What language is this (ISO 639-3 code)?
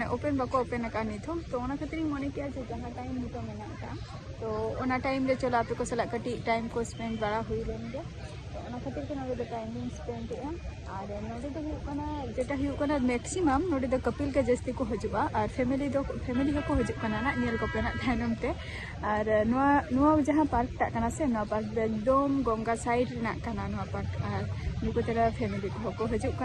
sat